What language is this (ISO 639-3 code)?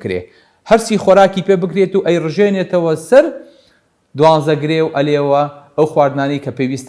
ckb